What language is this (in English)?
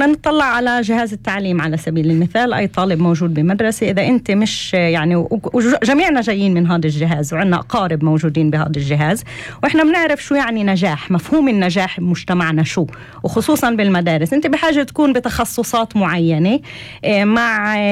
North Levantine Arabic